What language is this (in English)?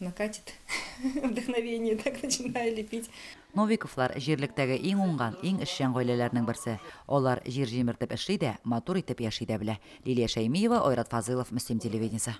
Tatar